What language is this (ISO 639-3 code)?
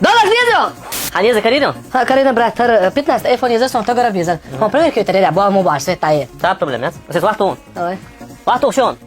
che